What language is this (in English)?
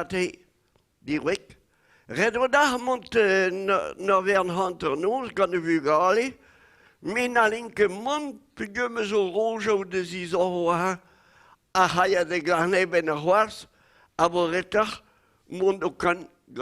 Breton